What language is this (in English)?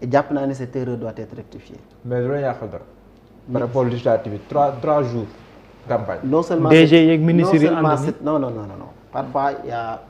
Wolof